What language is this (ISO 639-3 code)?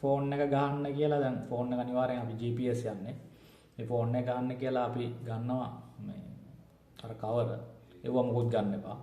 sin